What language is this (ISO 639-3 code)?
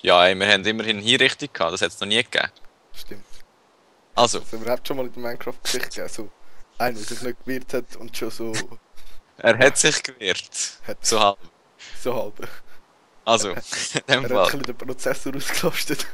gsw